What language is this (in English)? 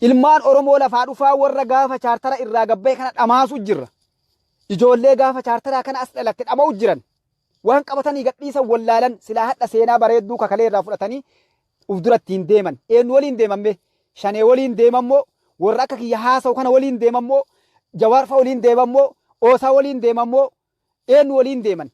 Oromo